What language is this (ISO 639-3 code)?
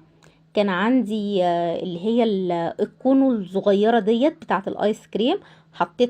arz